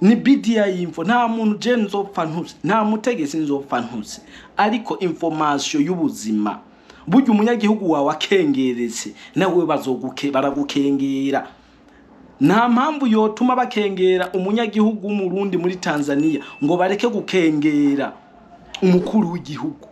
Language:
Rundi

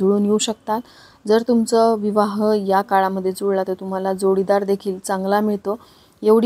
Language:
Marathi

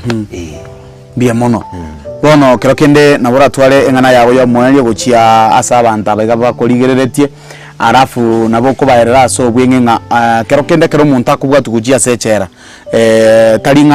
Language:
Gusii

